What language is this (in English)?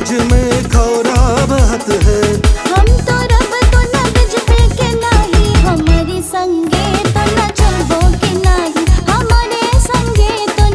Bhojpuri